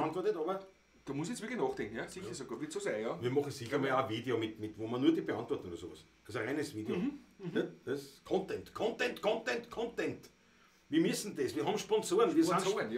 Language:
Bavarian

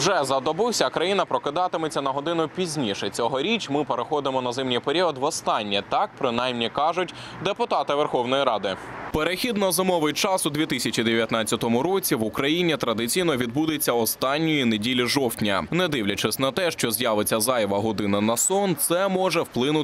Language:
Ukrainian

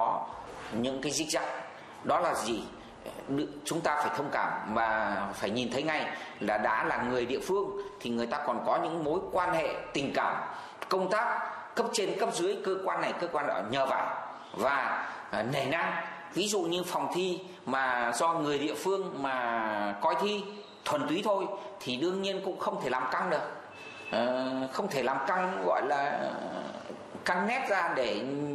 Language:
Vietnamese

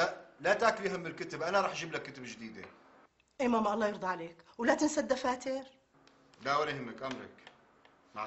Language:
North Levantine Arabic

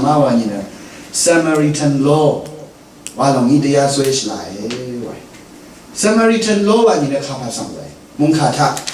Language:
Rawang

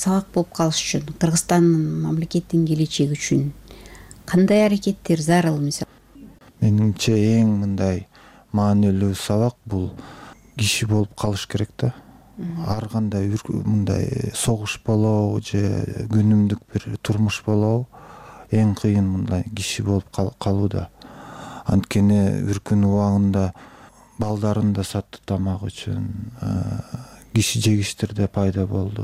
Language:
Kyrgyz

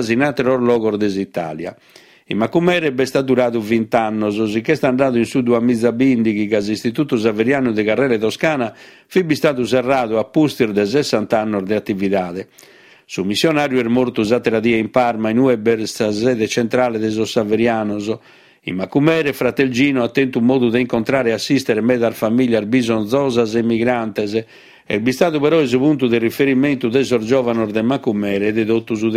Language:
Sardinian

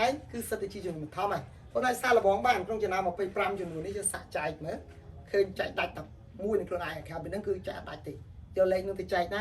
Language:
Khmer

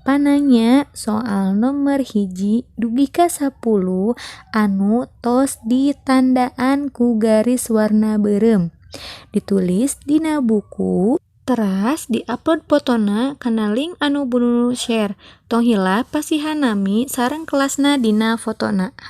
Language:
Sundanese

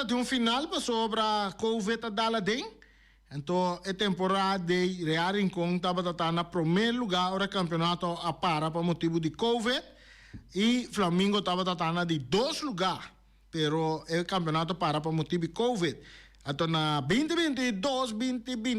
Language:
Papiamento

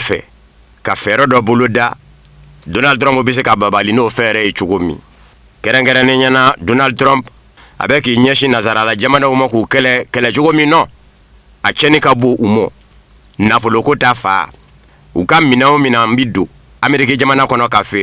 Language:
Bambara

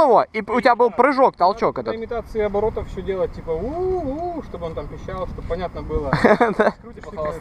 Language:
Russian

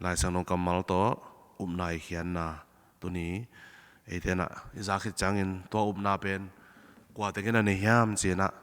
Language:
Tedim Chin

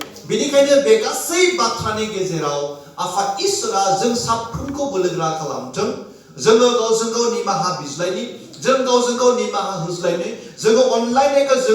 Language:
Bodo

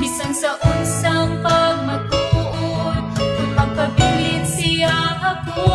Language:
Cebuano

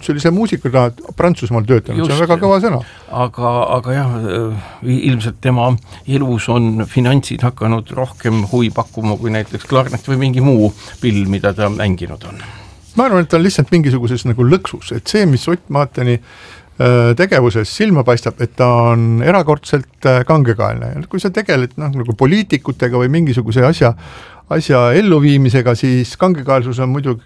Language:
Estonian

